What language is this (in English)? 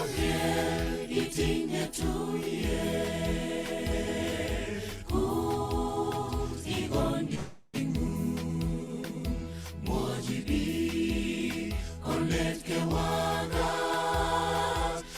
Kalenjin